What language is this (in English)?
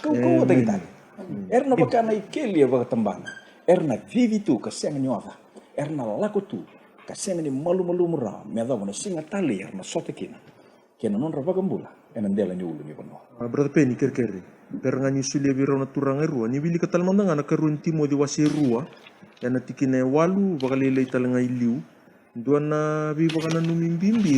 Fijian